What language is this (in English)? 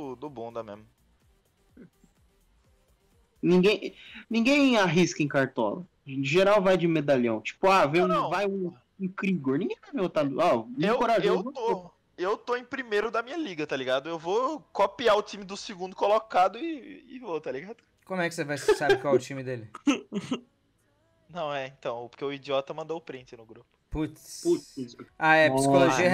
Portuguese